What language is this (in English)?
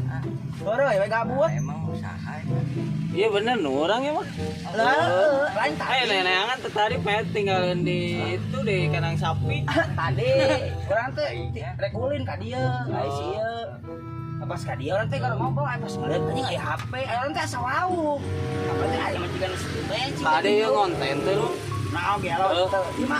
Sundanese